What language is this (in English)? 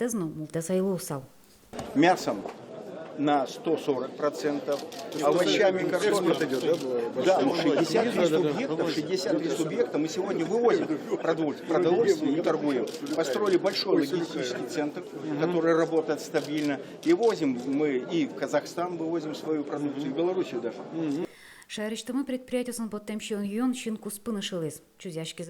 Udmurt